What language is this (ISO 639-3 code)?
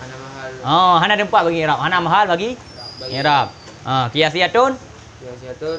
ace